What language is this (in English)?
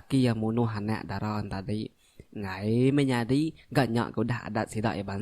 Iban